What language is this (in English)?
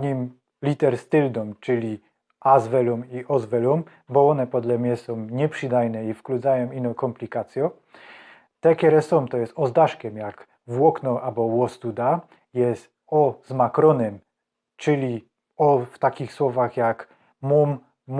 Silesian